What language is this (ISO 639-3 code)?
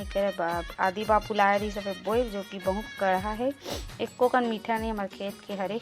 hne